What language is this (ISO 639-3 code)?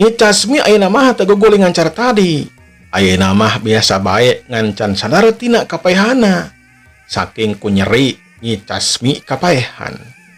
sun